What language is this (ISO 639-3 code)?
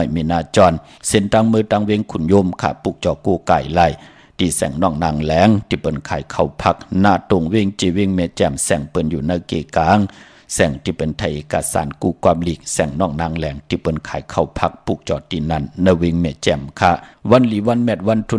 shn